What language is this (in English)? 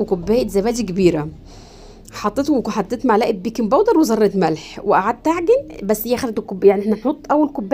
Egyptian Arabic